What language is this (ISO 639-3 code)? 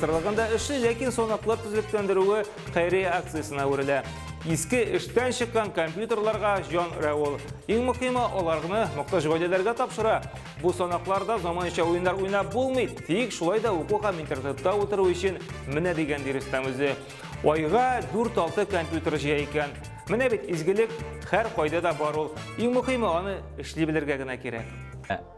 tat